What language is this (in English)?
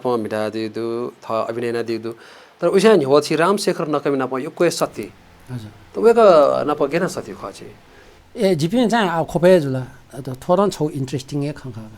Newari